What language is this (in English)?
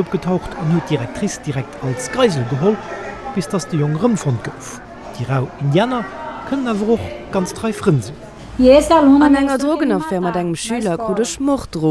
Luxembourgish